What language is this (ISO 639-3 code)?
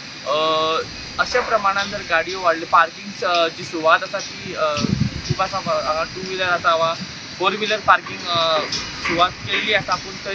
kok